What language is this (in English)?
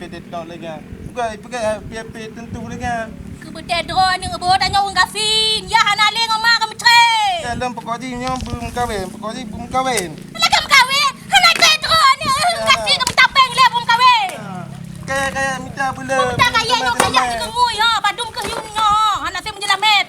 Achinese